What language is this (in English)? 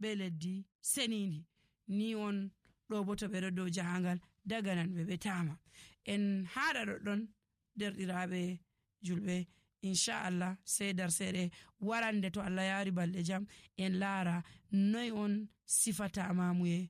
Nigerian Fulfulde